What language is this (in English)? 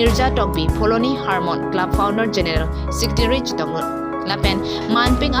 Karbi